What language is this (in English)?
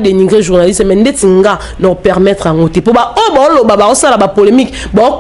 Lingala